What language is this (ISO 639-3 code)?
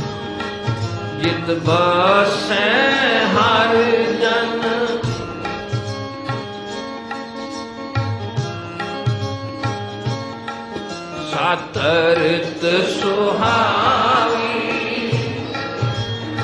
pan